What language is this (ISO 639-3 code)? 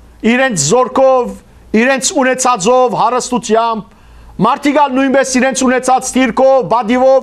hyw